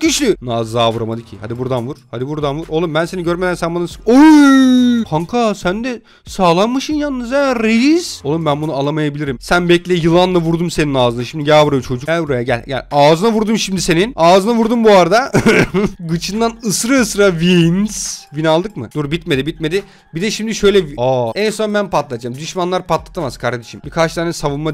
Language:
Turkish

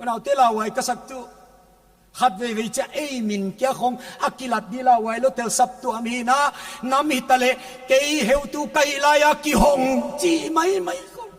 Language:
Paite Chin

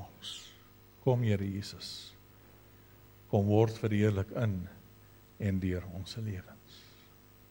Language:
Afrikaans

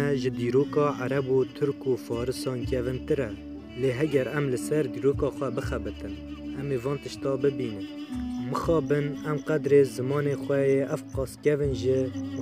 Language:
Kurdish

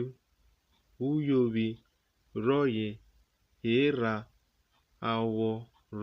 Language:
Urhobo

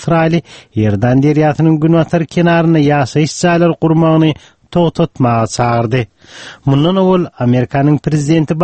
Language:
Turkmen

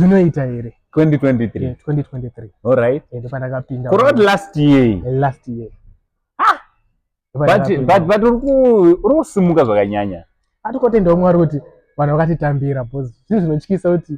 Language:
Shona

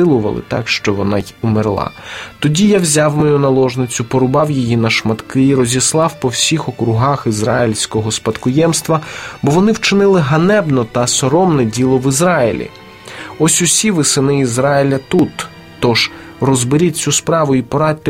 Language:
Ukrainian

